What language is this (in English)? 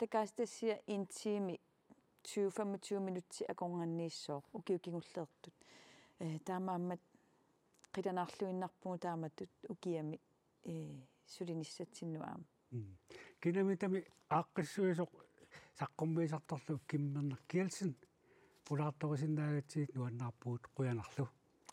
Kalaallisut